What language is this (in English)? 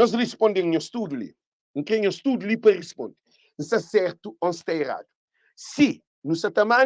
Kabuverdianu